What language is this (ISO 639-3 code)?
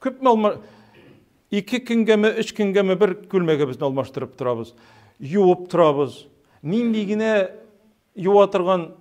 tat